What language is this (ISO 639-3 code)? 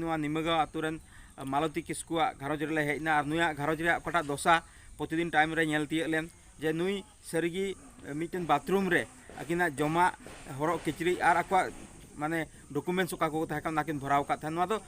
sat